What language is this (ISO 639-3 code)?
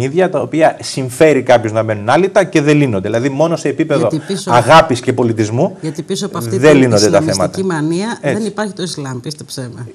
ell